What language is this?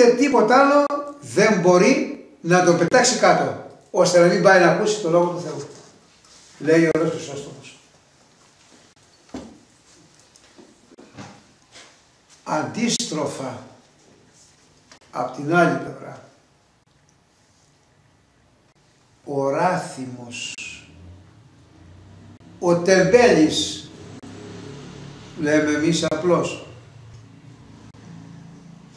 Greek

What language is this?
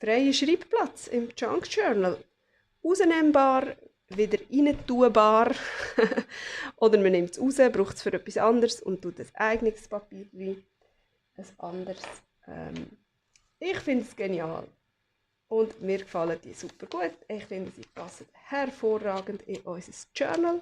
Swiss German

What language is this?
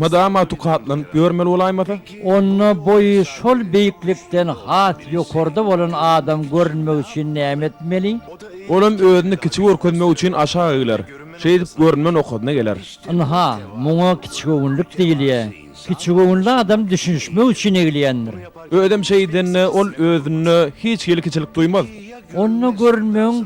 Turkmen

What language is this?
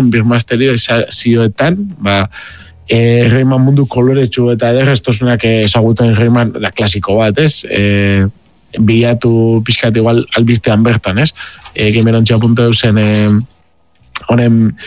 Basque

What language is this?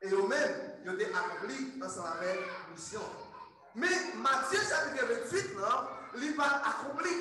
Haitian Creole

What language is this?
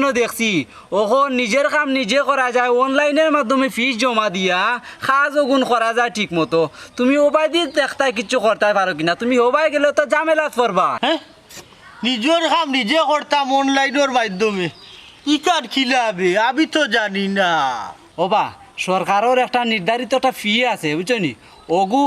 Sylheti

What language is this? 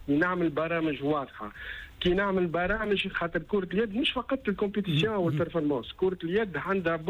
Tunisian Arabic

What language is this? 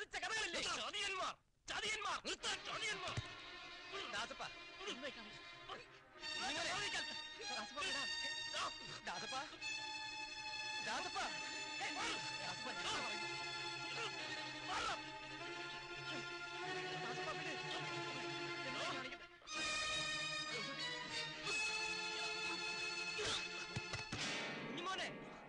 Malayalam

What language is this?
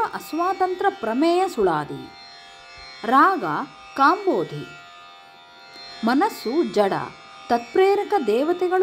Kannada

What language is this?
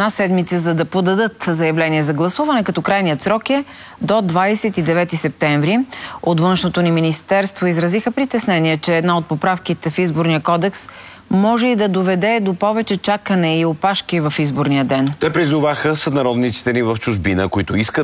Bulgarian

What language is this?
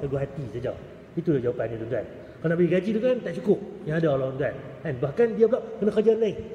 Malay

